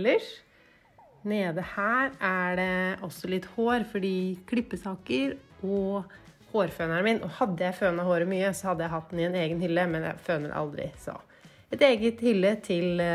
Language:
Norwegian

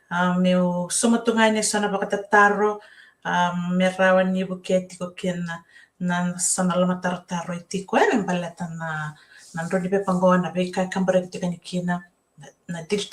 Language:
Fijian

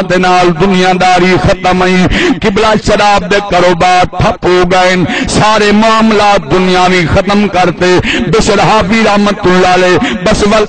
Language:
Saraiki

